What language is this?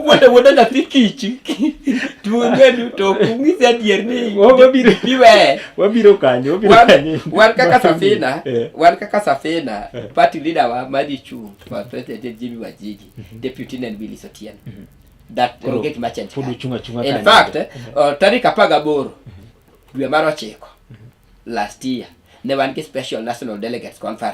Luo (Kenya and Tanzania)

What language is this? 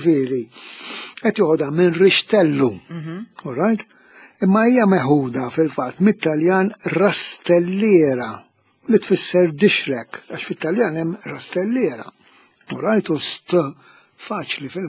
Maltese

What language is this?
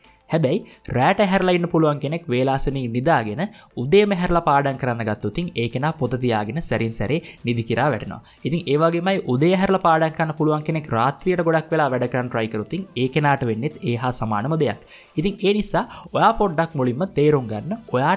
Sinhala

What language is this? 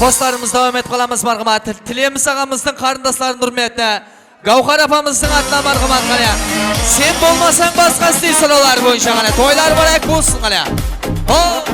Kara-Kalpak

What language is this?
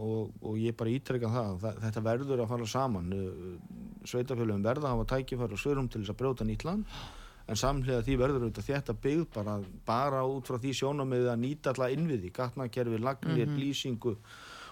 Icelandic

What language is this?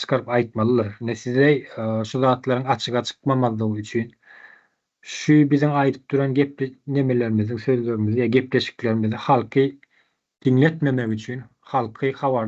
Turkmen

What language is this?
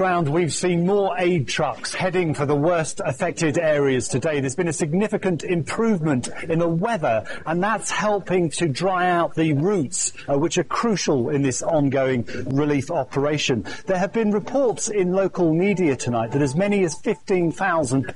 English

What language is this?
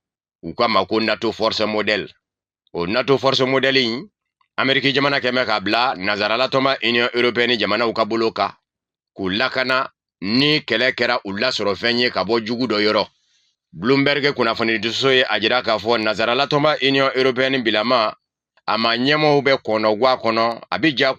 Bambara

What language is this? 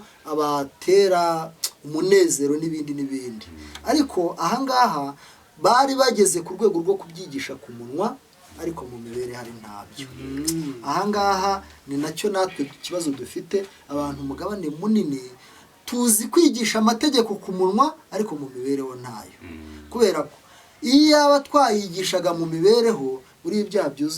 Kinyarwanda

